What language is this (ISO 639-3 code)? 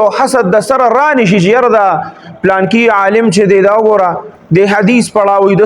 pus